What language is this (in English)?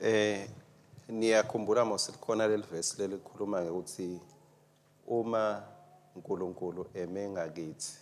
Swati